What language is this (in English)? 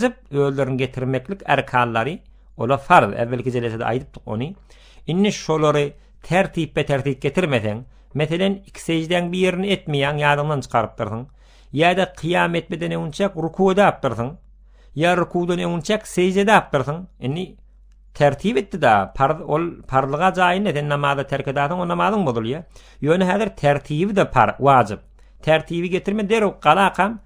Turkmen